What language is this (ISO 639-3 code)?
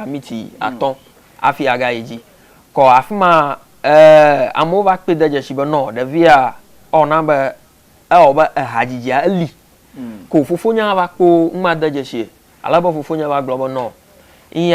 ewe